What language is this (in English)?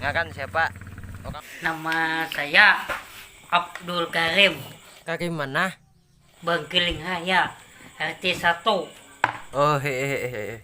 Banjar